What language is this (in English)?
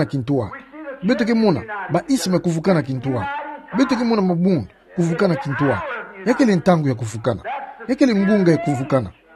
Kituba (Democratic Republic of Congo)